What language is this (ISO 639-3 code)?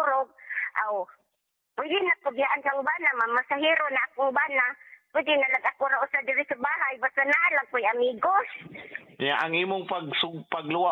ceb